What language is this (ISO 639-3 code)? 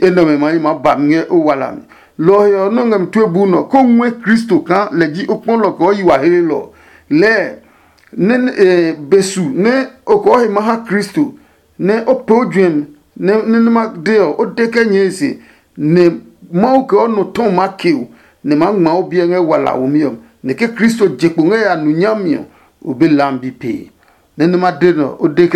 ada